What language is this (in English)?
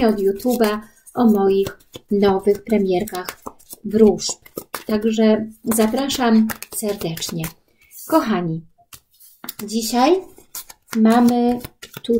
Polish